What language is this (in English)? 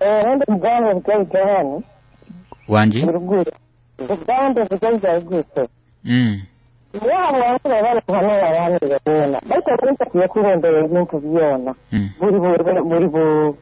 Nyoro